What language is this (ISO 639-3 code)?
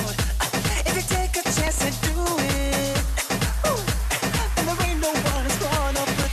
eng